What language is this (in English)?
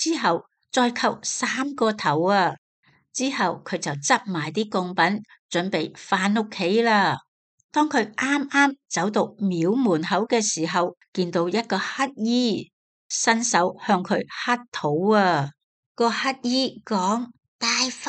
Cantonese